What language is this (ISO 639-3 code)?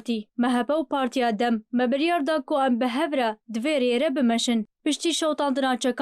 kur